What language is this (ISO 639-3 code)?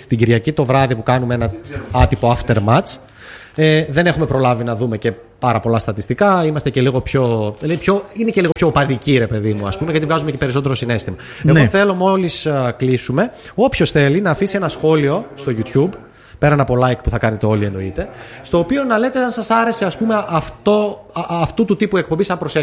ell